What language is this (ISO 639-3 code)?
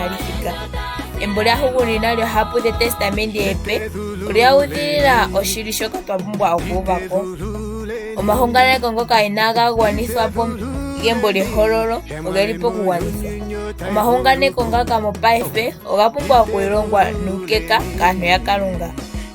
ndo